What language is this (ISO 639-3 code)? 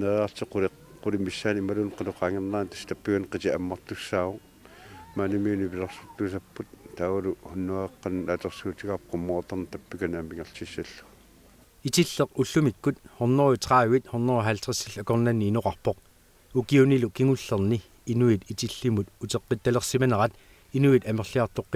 kal